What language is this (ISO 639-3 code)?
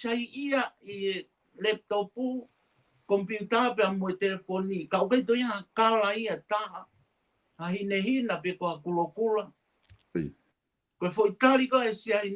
ton